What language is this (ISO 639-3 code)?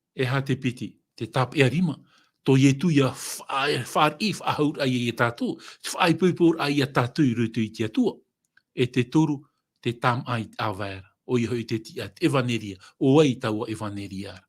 tah